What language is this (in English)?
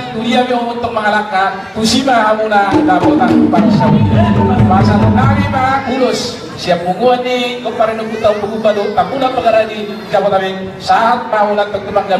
Batak Toba